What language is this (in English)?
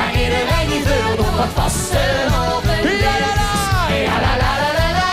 Limburgish